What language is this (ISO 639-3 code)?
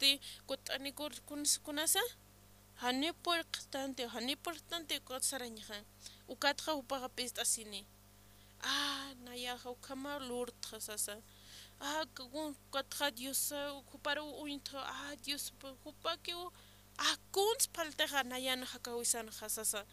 aym